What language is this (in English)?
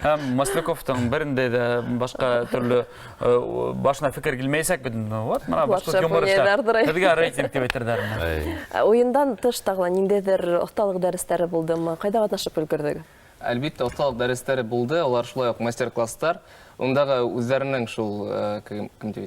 Bashkir